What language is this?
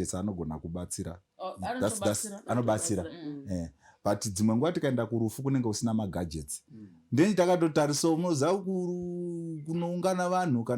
Shona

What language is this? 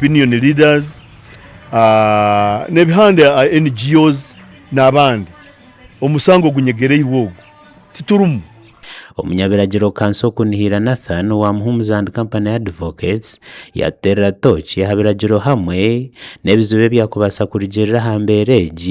Nyankole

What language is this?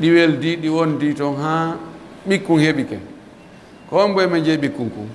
Pular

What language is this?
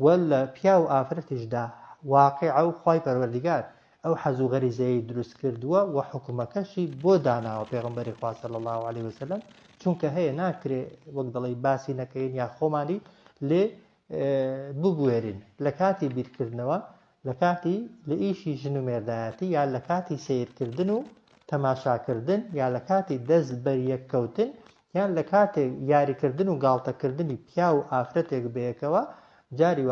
Central Kurdish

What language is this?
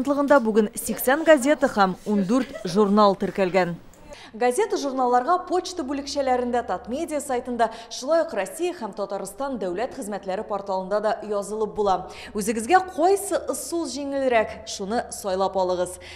Tatar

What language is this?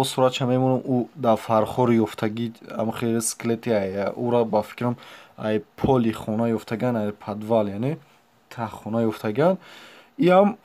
Tajik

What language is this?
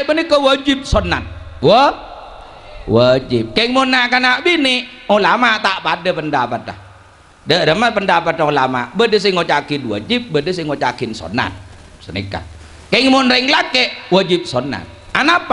Madurese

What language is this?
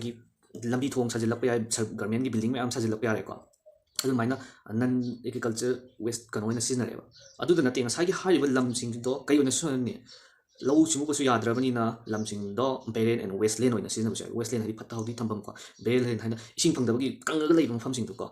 Manipuri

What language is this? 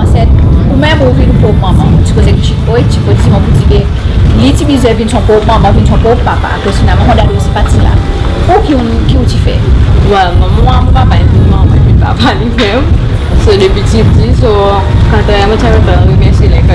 Seselwa Creole French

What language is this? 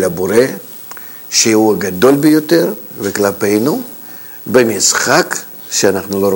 Hebrew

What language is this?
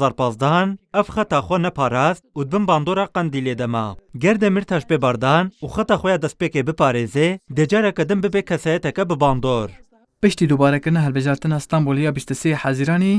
Kurdish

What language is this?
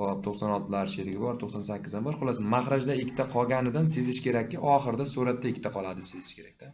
Uzbek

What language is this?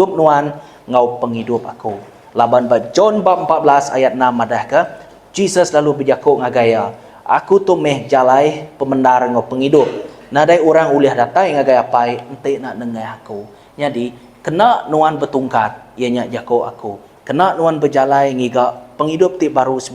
Iban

